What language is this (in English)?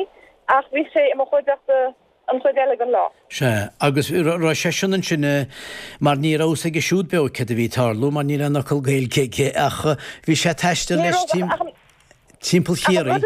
Irish